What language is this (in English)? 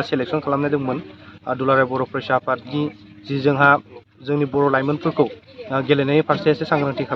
Bodo